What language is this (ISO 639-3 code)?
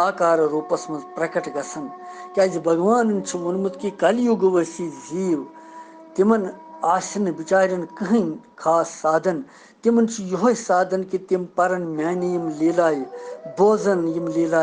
kas